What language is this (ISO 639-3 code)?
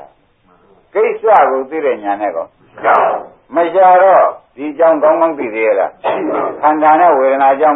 mya